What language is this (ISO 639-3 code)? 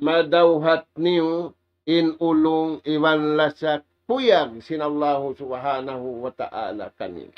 tsg